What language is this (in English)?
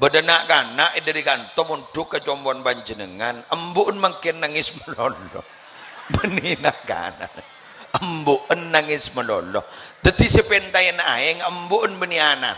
Madurese